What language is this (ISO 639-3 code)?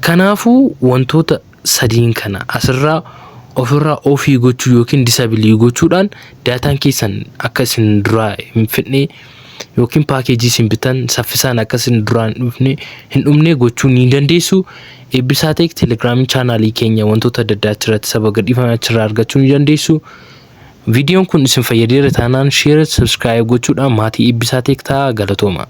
orm